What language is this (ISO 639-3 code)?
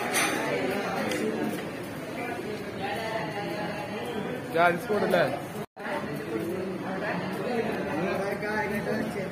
mal